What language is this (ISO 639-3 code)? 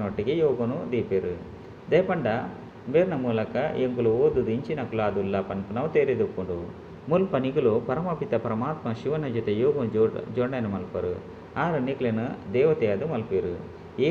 tcy